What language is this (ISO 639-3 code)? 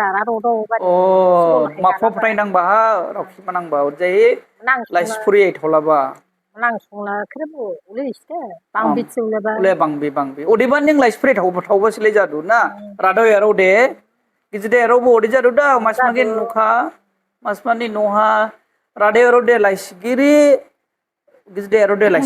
dis